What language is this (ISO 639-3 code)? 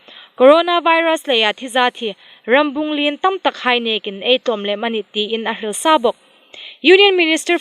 hmr